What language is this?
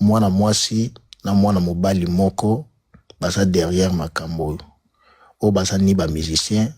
Lingala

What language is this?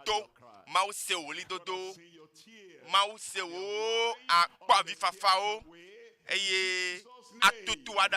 Ewe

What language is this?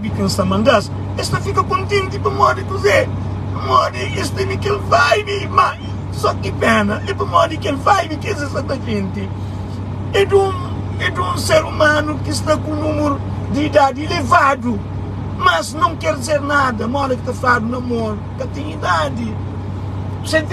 Kabuverdianu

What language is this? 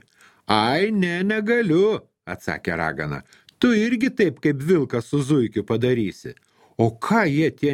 Lithuanian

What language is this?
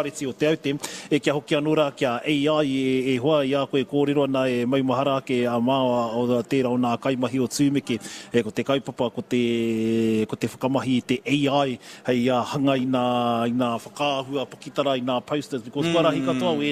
Māori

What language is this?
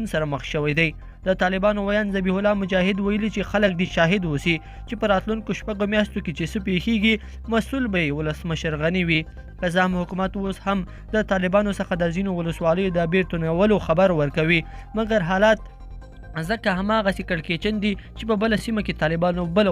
Pashto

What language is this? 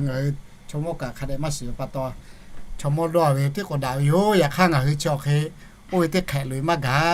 Lahu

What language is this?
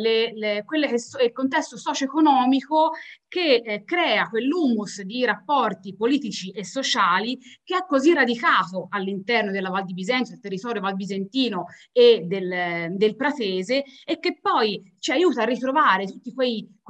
Italian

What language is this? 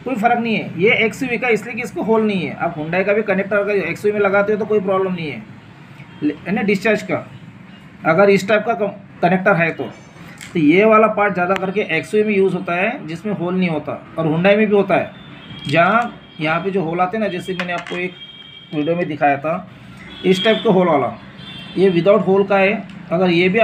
Hindi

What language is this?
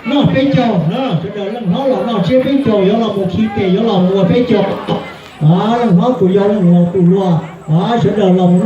Hmong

